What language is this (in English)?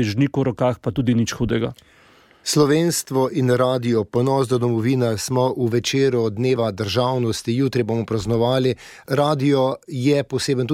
Slovenian